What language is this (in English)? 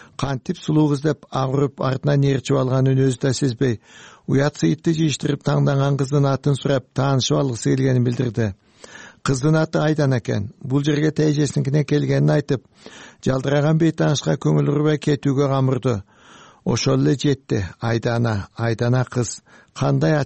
Kyrgyz